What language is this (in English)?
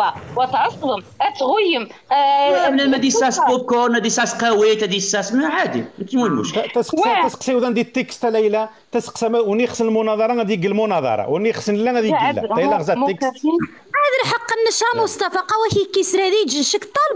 Moroccan Arabic